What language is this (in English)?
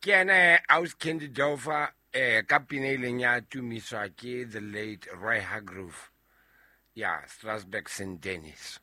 Southern Sotho